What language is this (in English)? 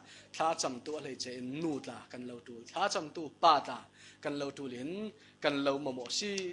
Falam Chin